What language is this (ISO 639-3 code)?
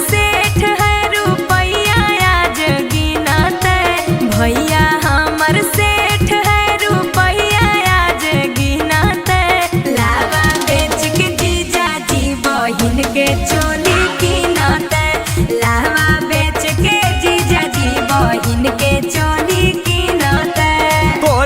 mag